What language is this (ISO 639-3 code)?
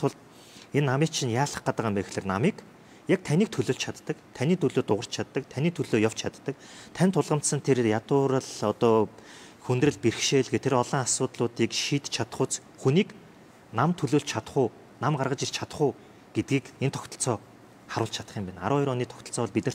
mon